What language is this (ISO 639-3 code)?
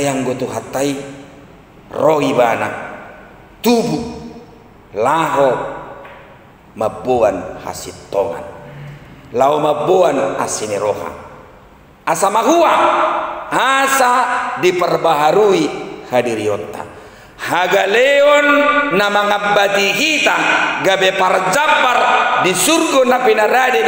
bbc